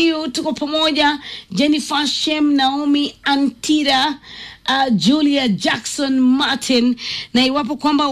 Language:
Swahili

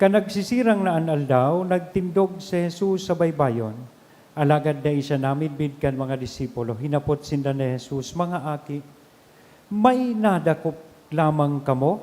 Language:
Bikol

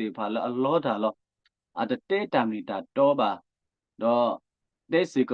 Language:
S'gaw Karen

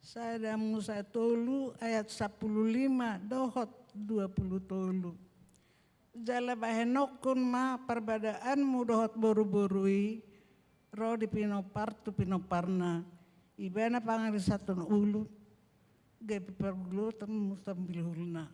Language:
Batak Toba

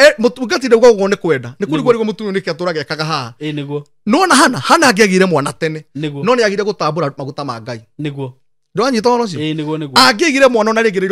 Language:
Kikuyu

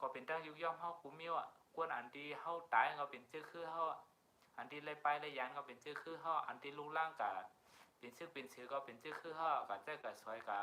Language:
Shan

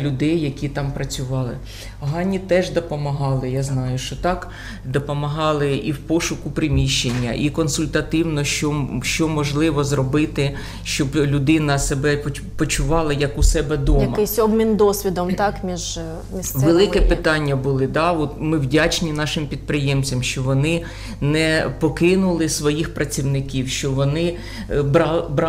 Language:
Ukrainian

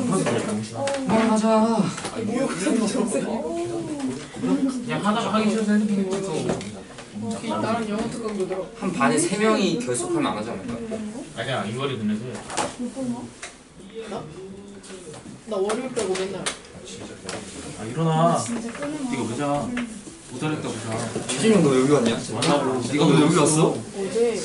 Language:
Korean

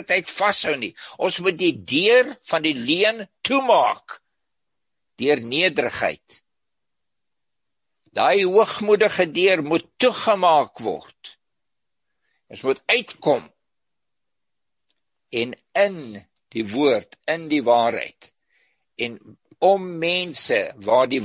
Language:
Afrikaans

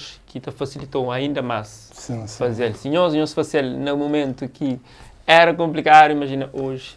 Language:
Kabuverdianu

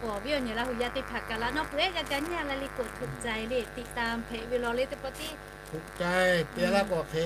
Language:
Lahu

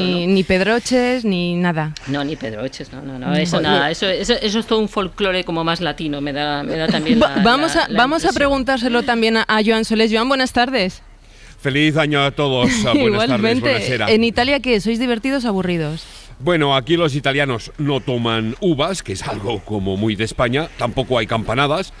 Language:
Spanish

